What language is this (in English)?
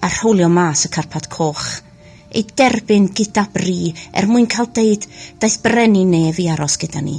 Welsh